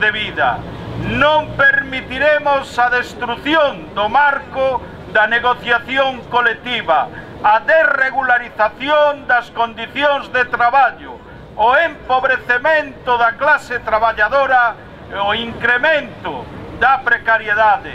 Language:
Galician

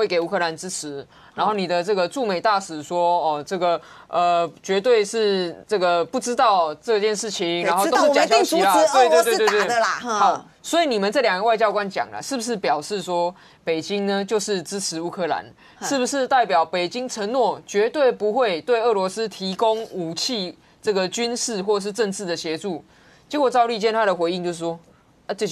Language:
Chinese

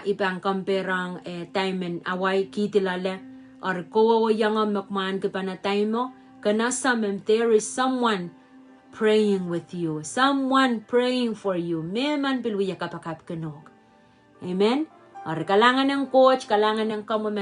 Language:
Pohnpeian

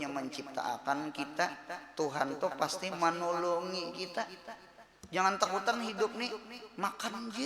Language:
Banjar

